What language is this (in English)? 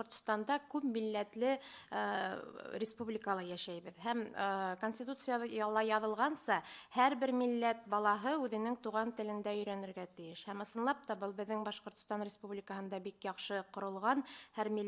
Bashkir